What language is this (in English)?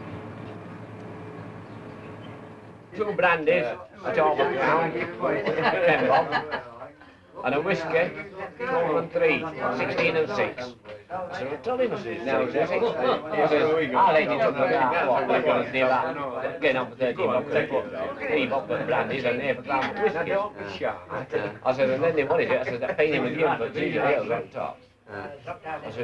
English